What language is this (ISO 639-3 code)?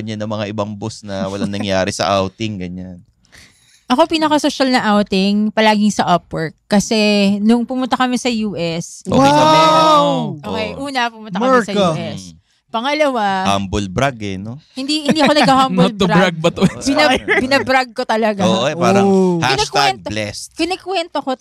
fil